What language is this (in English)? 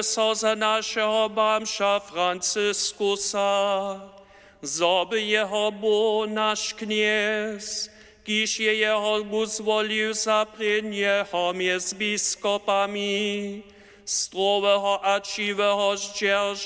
Upper Sorbian